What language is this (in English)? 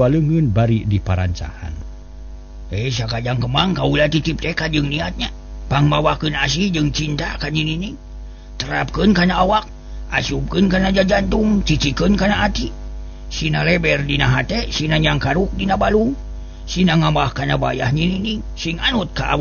Sundanese